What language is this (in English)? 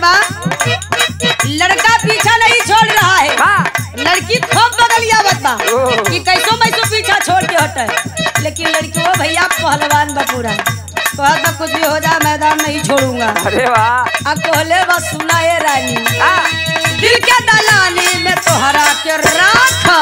Bhojpuri